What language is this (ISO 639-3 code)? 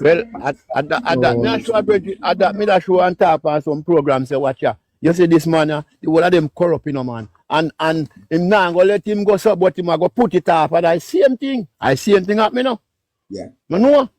jam